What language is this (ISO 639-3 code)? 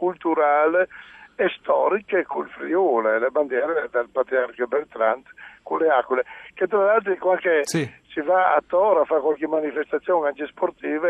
fur